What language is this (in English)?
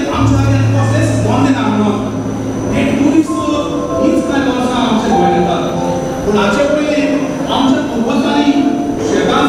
Konkani